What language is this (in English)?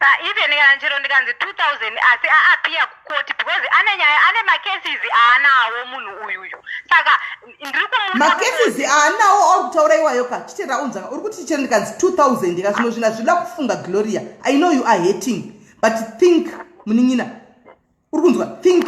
Shona